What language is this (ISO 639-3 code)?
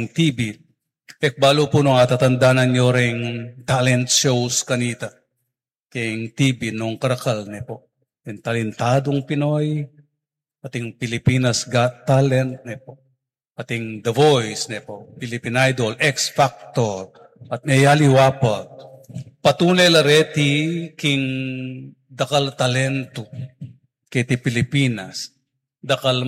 pam